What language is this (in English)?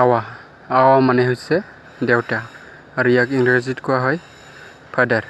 Assamese